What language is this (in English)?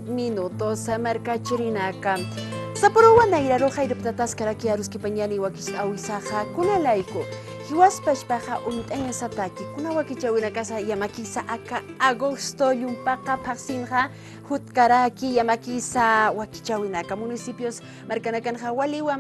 Aymara